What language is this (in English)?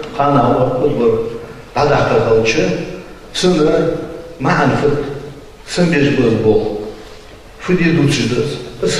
Ingush